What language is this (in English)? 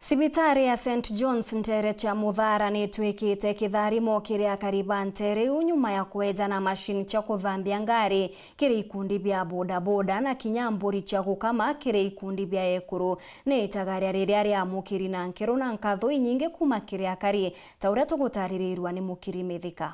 Meru